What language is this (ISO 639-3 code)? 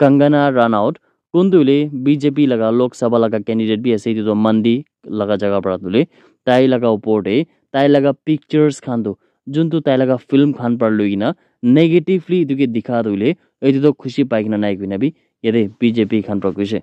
nag